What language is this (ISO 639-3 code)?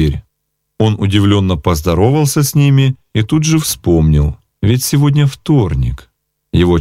rus